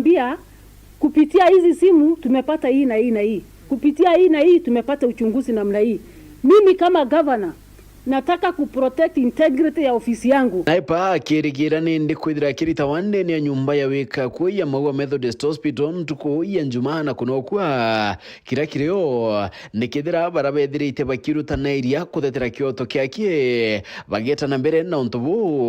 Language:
Meru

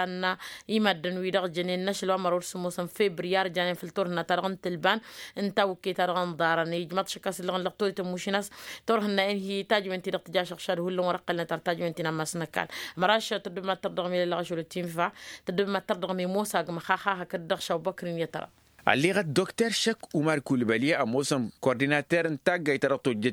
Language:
Tamasheq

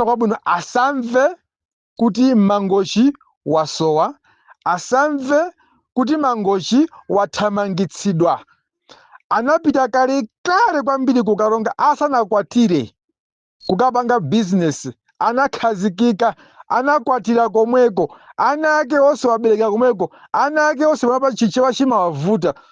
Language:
Nyanja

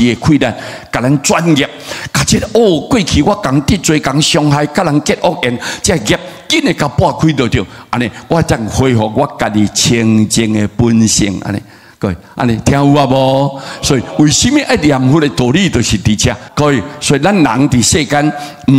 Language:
Min Nan Chinese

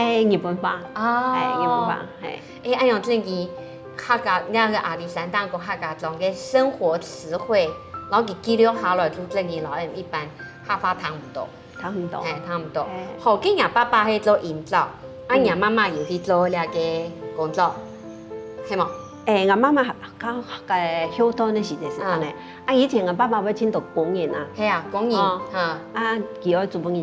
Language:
Hakka Chinese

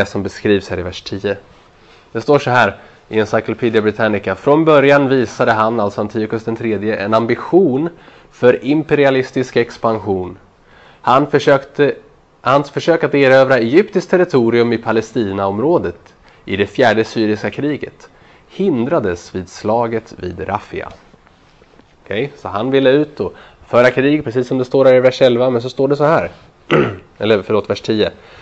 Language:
Swedish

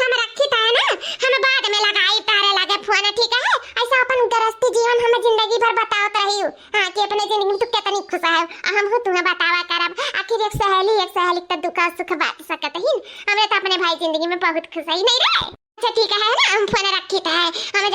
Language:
Awadhi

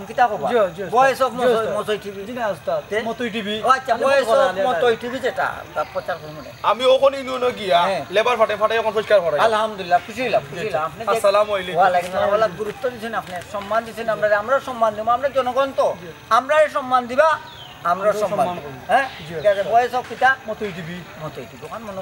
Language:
Sylheti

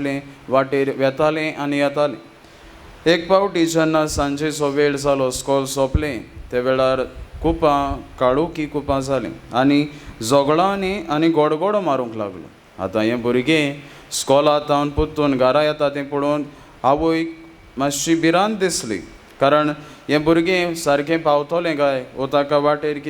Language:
Konkani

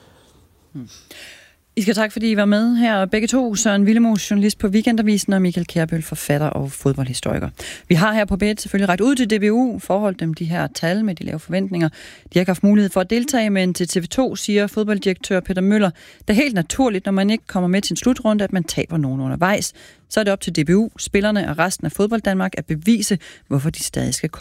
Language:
Danish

